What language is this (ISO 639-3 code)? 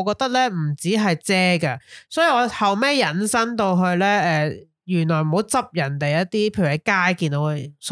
yue